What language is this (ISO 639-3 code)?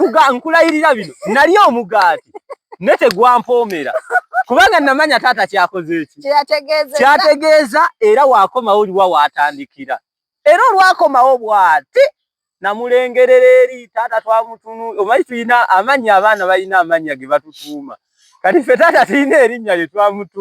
lug